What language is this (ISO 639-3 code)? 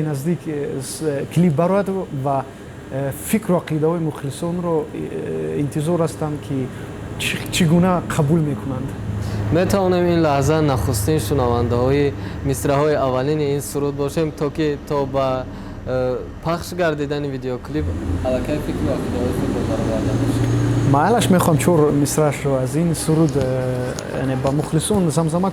tgk